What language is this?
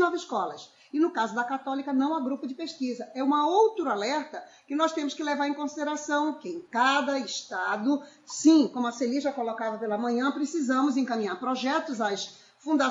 Portuguese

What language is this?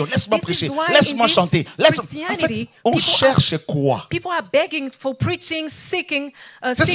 French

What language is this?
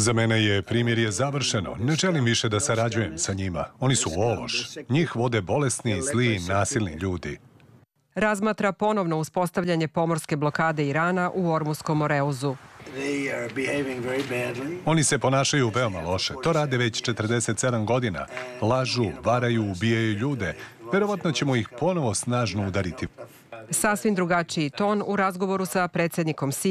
Serbian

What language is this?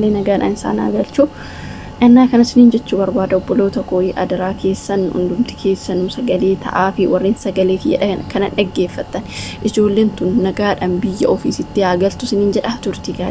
Oromo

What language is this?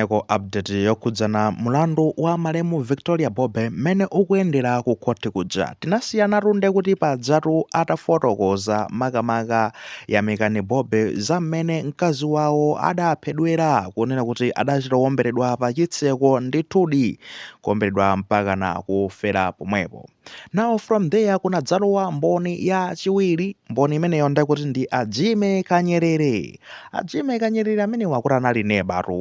Nyanja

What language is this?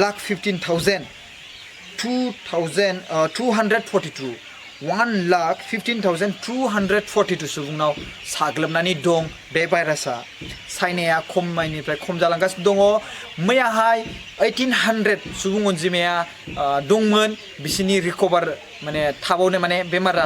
Bodo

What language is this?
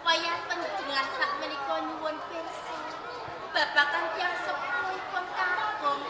Javanese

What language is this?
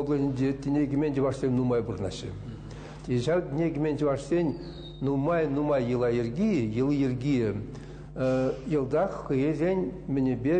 Chuvash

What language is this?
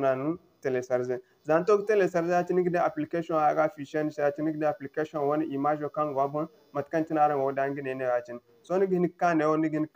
Zarma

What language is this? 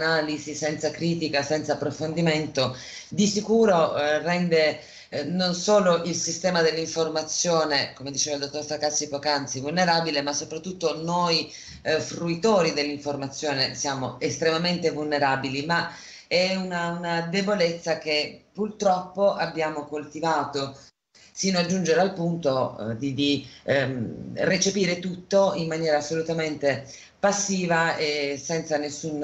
Italian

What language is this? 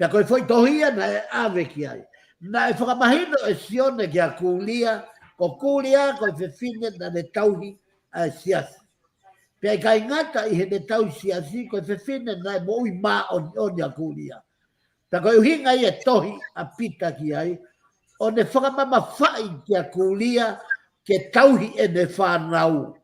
Tongan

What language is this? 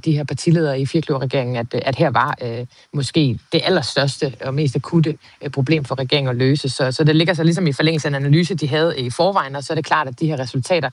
Danish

